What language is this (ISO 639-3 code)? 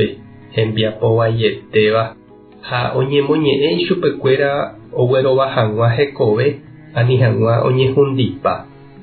grn